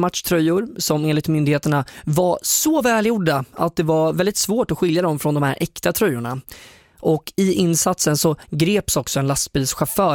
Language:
Swedish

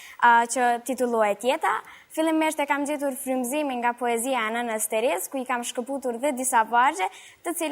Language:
Albanian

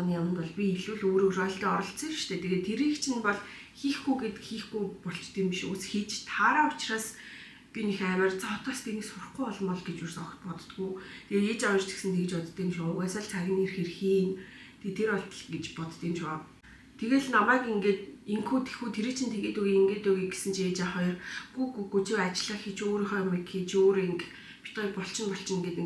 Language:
Mongolian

